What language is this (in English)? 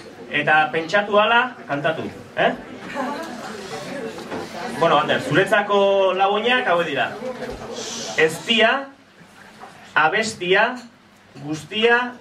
Basque